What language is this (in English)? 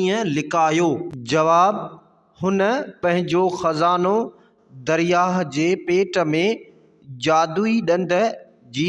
Sindhi